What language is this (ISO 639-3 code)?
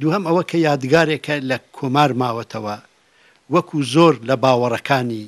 ckb